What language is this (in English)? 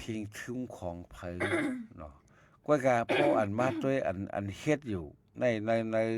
Shan